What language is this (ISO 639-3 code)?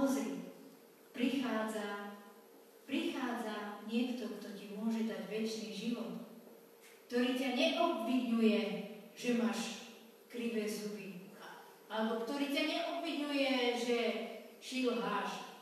slk